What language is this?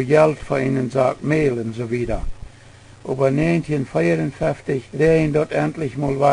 Plautdietsch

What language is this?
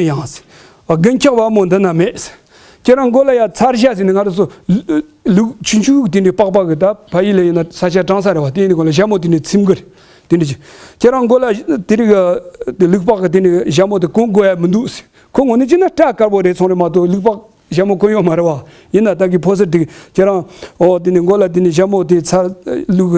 Tibetan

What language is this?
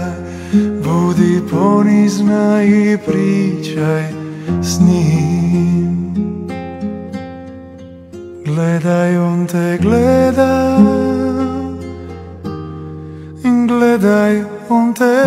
Croatian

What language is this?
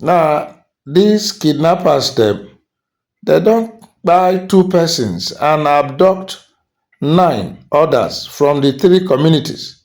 Nigerian Pidgin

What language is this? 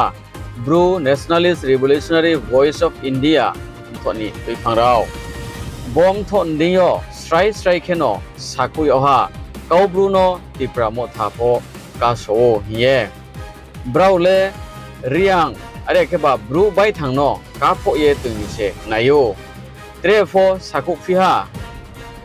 Riang (India)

